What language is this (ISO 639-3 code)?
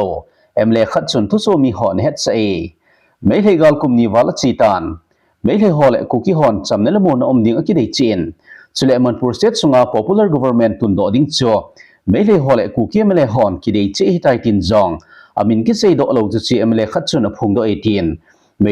tcz